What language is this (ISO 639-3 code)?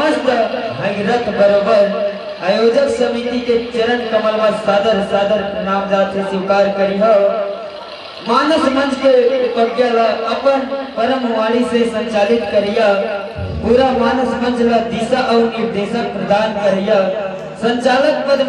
hne